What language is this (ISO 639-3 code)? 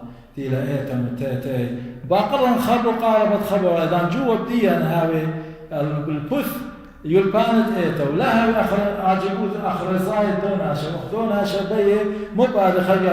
aii